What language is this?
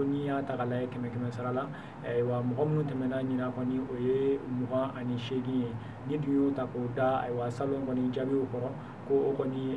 Bambara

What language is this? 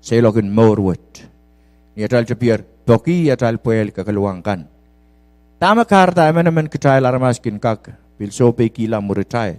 Pohnpeian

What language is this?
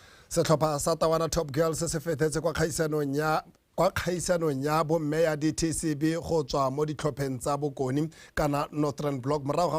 Tswana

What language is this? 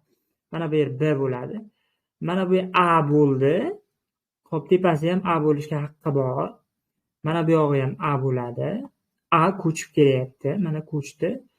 Uzbek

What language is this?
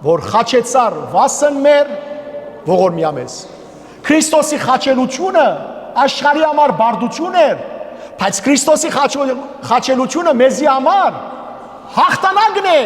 Western Armenian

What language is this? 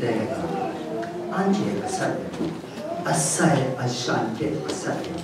Kachin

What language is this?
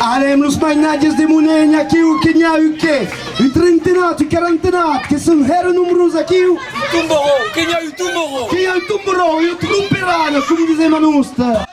Occitan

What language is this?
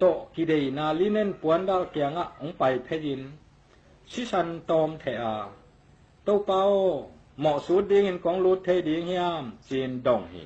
Tedim Chin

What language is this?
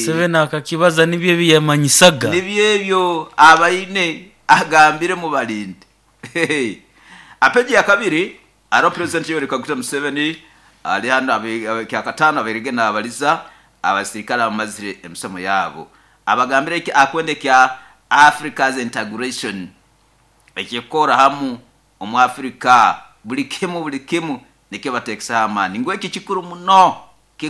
Nyoro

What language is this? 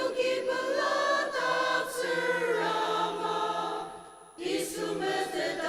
Ao Naga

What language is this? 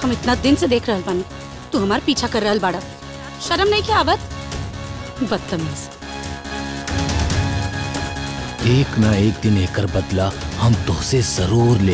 Bhojpuri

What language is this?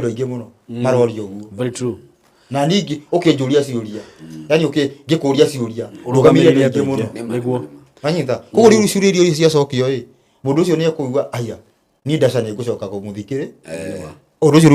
Kikuyu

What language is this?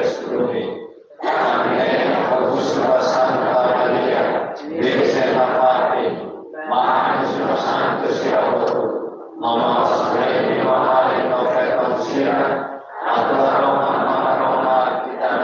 Tetum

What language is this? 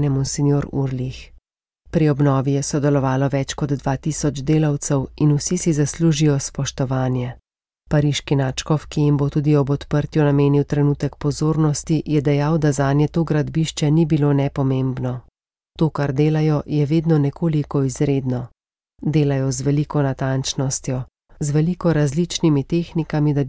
Slovenian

